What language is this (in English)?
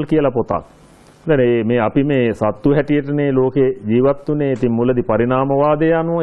Sinhala